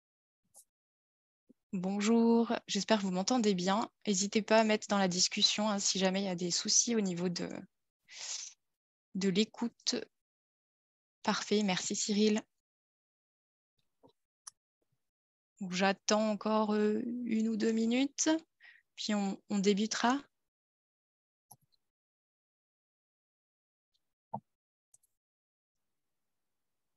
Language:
French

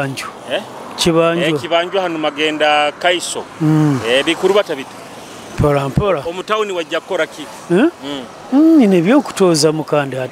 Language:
Nyoro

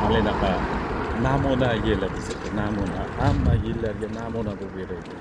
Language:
Uzbek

